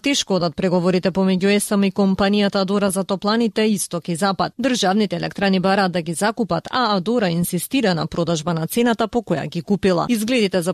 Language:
Macedonian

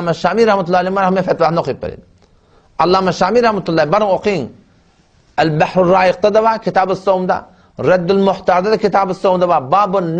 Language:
Turkmen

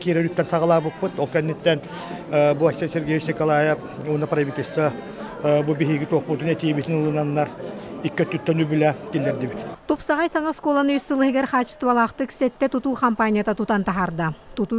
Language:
Yakut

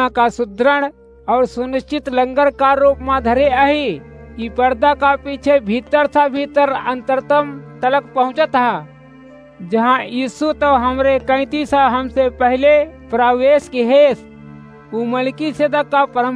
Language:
Awadhi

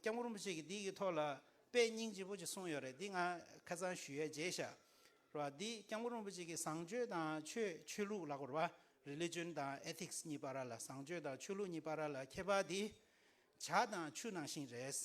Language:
Tibetan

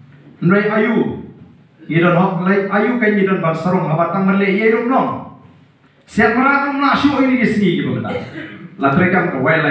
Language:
Khasi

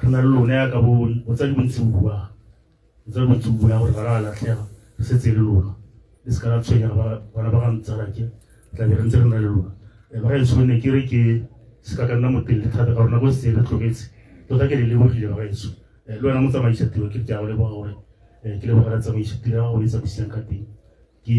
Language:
Tswana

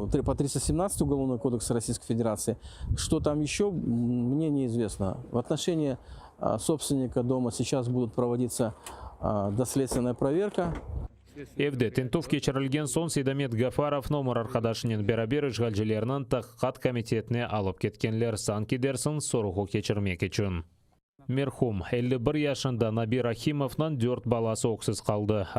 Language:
Crimean Tatar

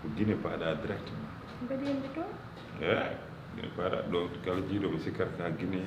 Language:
Fula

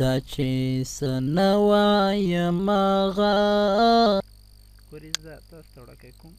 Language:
Pashto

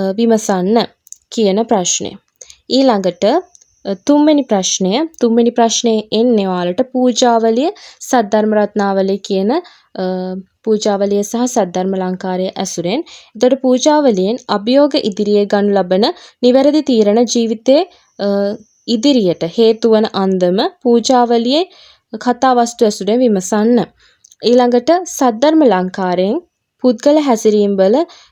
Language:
Sinhala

